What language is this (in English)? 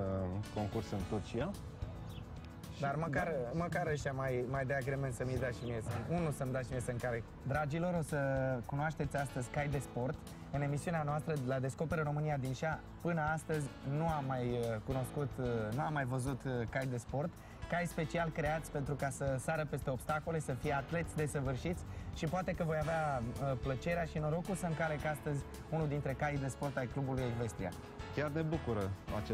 Romanian